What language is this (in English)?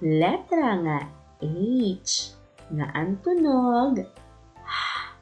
Waray